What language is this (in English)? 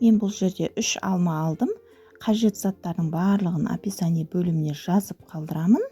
Kazakh